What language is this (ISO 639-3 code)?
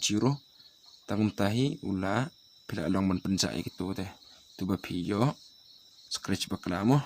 kha